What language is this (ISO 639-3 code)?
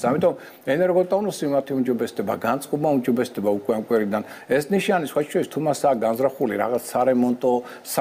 kat